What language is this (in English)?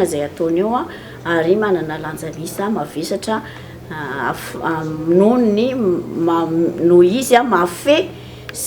Malagasy